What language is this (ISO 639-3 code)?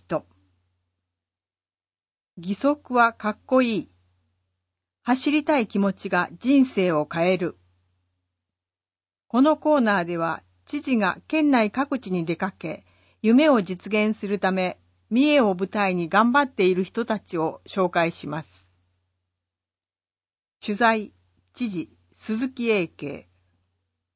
jpn